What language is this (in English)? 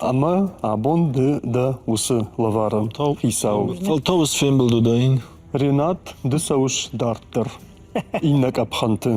Ossetic